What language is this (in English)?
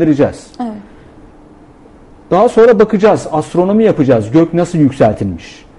Turkish